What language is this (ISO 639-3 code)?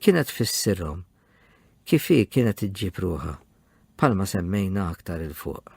mlt